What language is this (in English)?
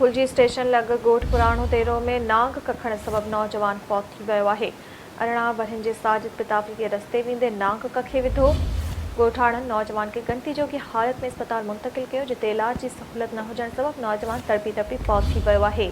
Sindhi